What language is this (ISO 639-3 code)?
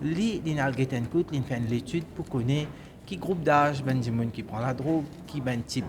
mfe